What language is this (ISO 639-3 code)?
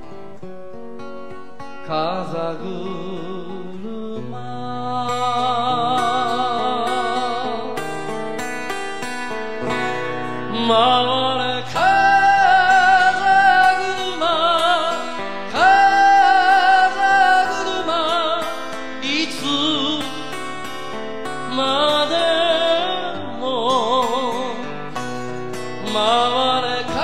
jpn